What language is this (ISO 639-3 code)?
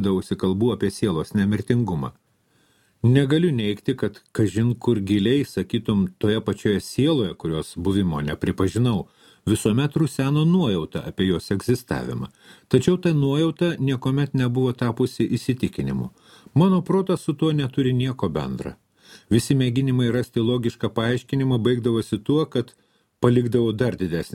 lit